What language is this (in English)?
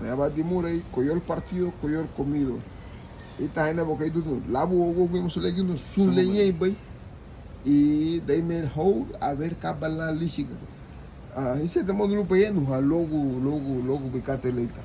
Garifuna